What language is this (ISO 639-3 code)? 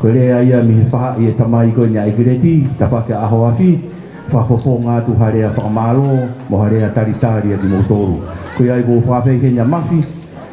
ton